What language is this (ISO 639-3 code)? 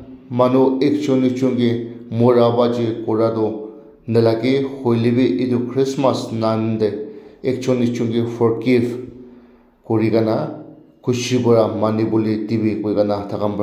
nag